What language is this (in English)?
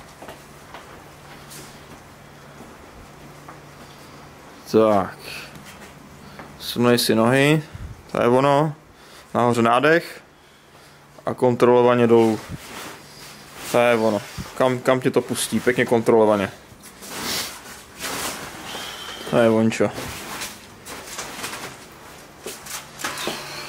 Czech